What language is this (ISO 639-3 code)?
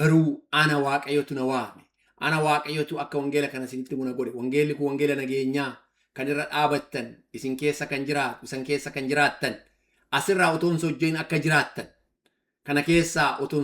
orm